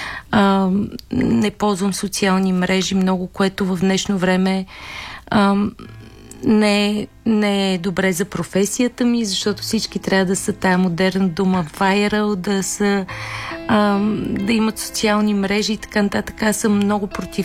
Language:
Bulgarian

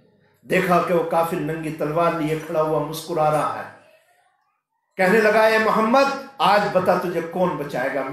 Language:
Urdu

